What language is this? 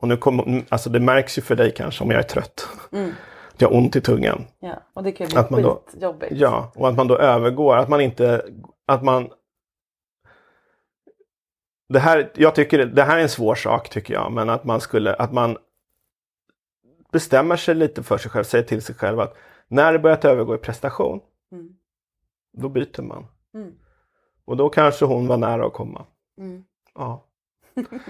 Swedish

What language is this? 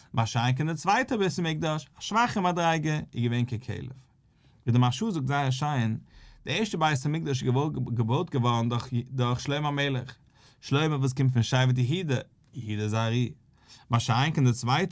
Yiddish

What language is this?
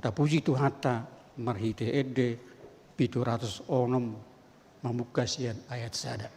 Batak Toba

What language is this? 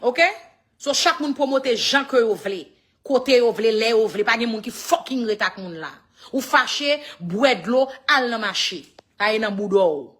Haitian Creole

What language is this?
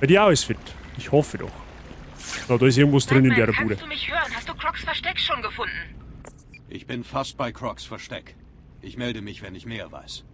Bavarian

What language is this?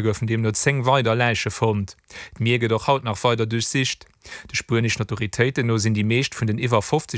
Luxembourgish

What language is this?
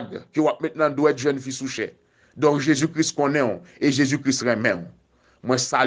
Haitian Creole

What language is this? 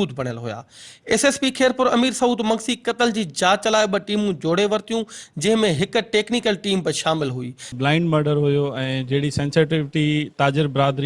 Sindhi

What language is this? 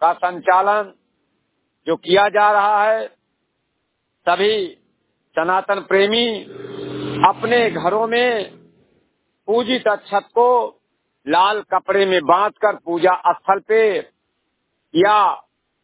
Hindi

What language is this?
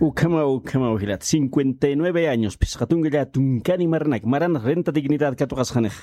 Aymara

